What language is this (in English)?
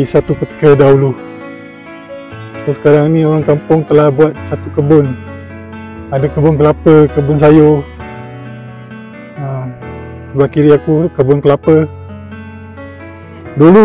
Malay